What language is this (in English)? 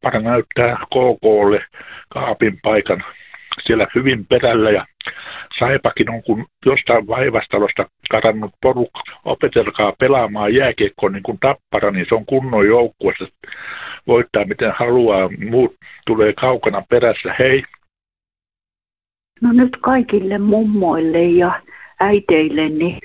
Finnish